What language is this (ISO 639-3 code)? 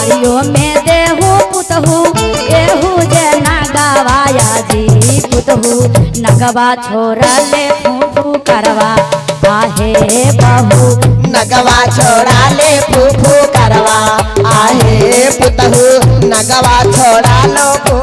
mag